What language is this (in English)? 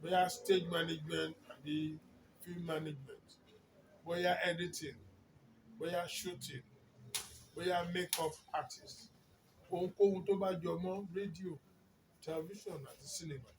Yoruba